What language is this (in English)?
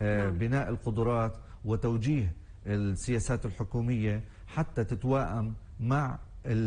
Arabic